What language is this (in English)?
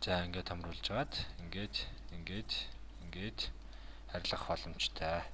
Mongolian